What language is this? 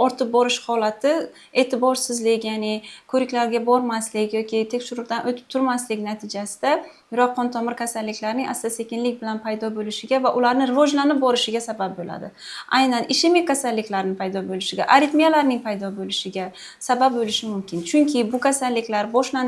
Uzbek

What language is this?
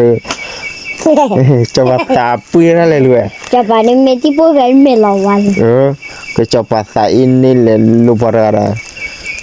S'gaw Karen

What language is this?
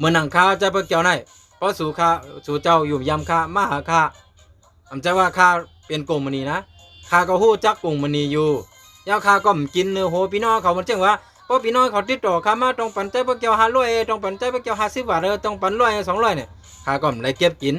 Shan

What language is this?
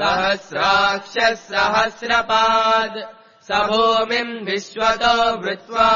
Sanskrit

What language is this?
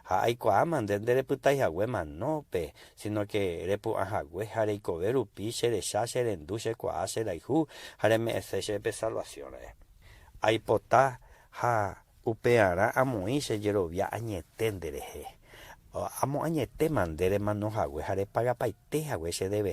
Guarani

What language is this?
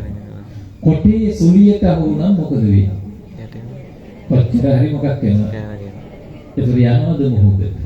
Sinhala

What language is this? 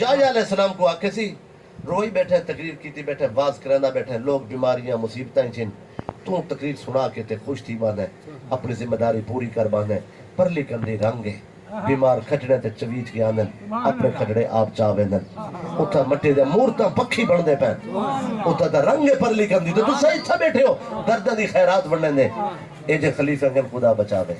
Saraiki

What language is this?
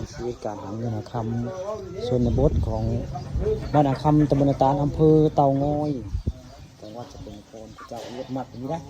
Northeastern Thai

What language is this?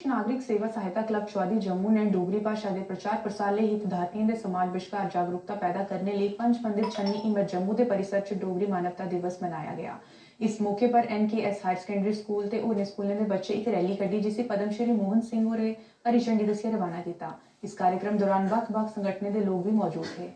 Dogri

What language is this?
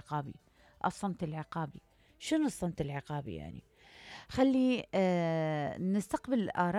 Mesopotamian Arabic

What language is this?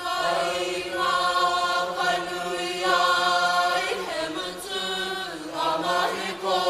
Māori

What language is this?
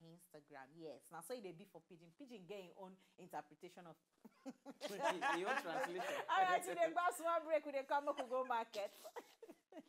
Nigerian Pidgin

